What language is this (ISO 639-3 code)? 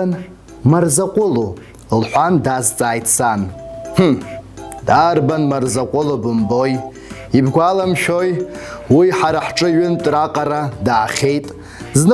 abk